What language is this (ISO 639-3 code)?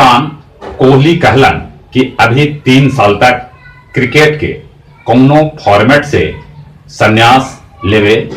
mag